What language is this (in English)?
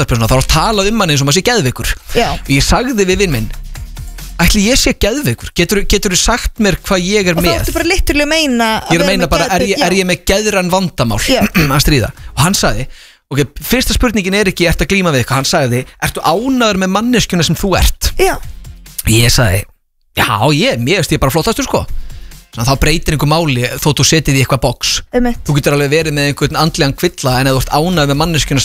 Icelandic